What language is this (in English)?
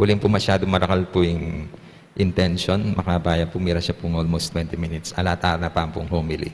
Pampanga